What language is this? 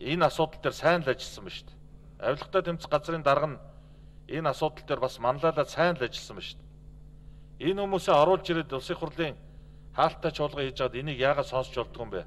Mongolian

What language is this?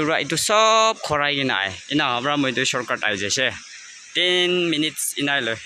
Naga Pidgin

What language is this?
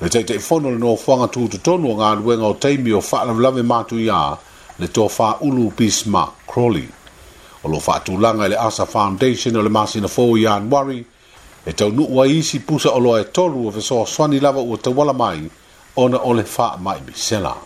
Samoan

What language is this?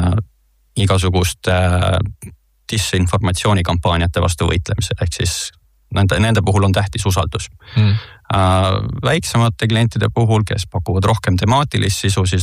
Estonian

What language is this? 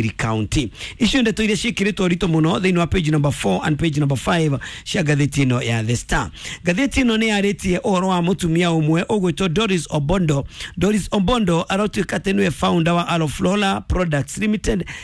Kikuyu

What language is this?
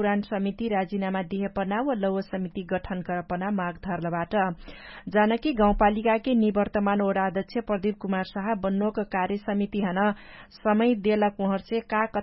Dangaura Tharu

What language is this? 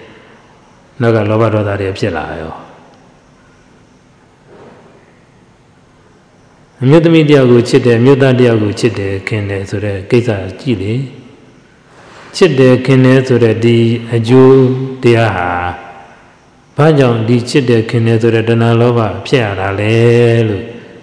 Burmese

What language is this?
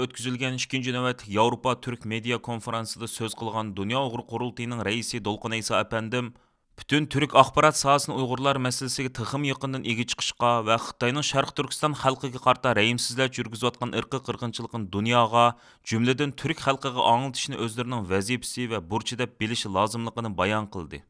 Uyghur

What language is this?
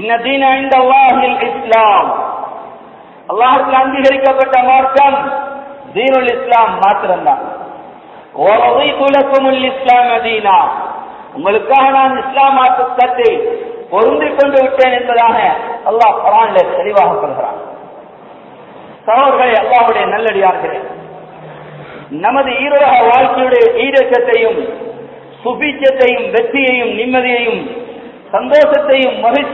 Tamil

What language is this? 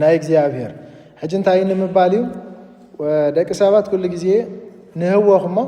Tigrinya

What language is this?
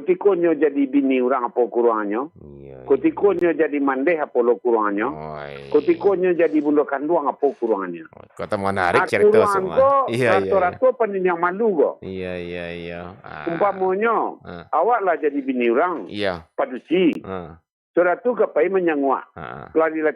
Minangkabau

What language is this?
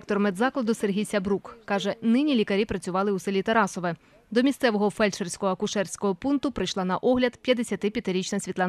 Ukrainian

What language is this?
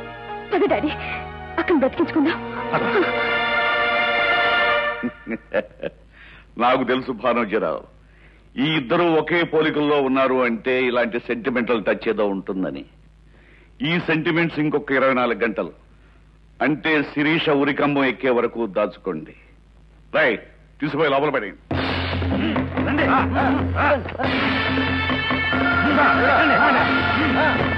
Telugu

